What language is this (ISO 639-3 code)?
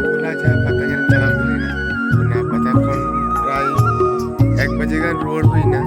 sat